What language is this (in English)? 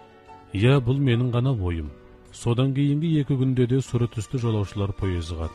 Kazakh